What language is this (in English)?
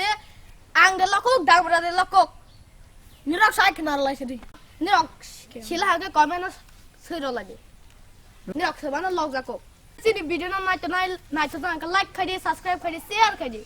Kok Borok